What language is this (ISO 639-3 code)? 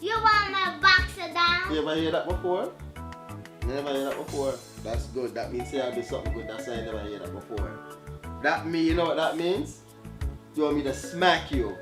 jam